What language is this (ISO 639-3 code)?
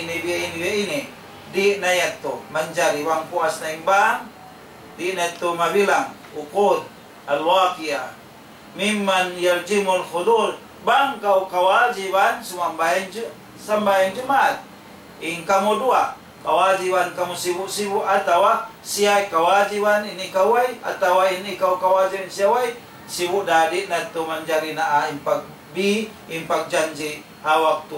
tsg